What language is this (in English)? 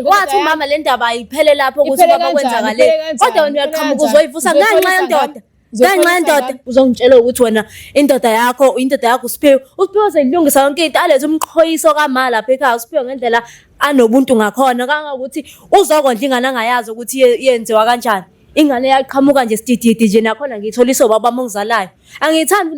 Zulu